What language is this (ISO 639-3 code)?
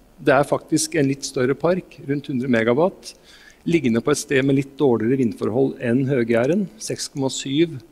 nor